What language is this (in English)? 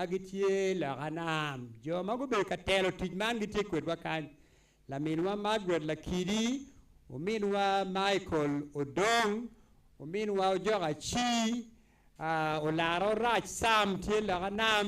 Acoli